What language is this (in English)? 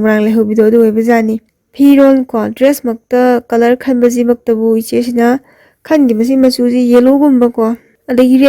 Manipuri